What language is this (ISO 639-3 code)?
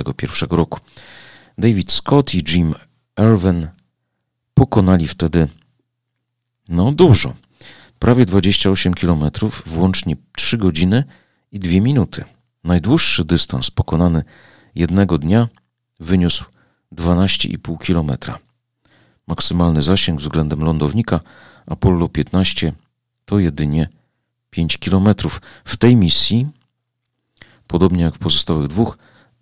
pol